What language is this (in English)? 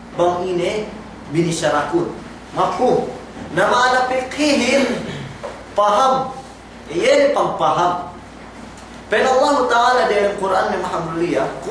Yakan